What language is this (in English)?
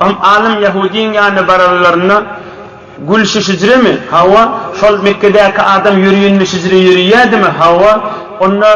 Turkmen